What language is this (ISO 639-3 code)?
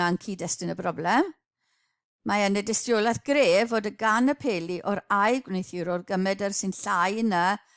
cym